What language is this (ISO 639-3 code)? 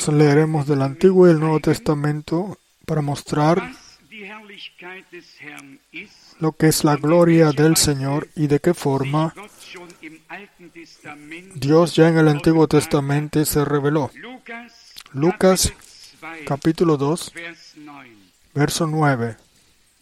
spa